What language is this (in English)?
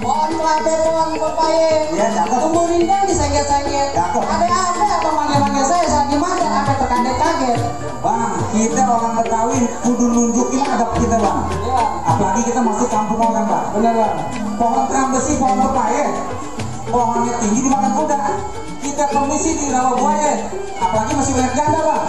Betawi